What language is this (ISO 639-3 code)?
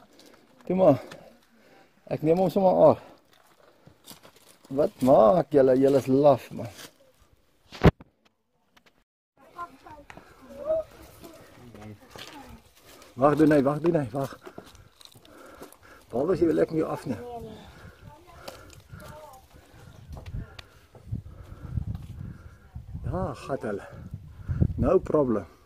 afr